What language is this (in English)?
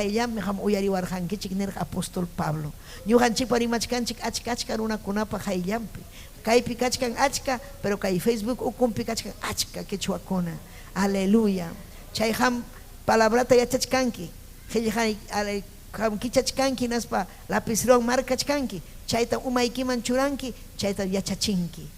Ayacucho Quechua